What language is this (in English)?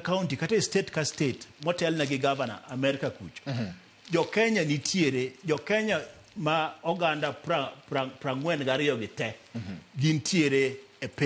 Luo (Kenya and Tanzania)